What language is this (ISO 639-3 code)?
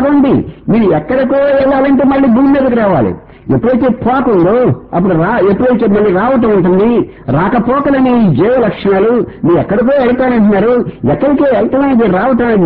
tel